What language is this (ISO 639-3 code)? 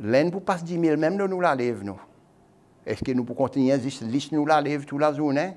crs